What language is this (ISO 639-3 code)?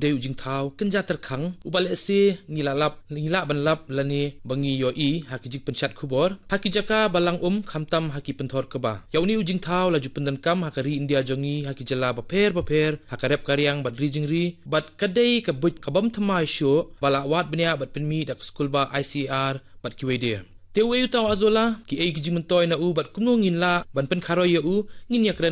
kha